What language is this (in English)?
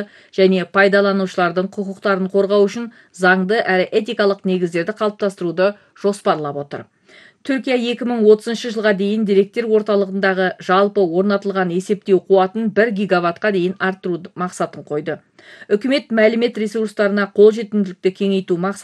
Kazakh